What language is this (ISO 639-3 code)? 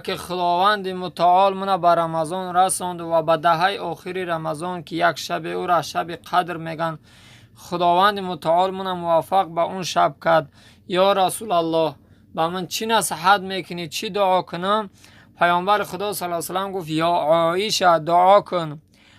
tgk